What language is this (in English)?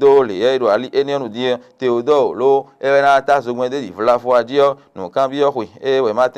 Fon